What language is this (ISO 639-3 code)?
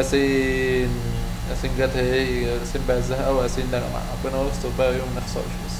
arz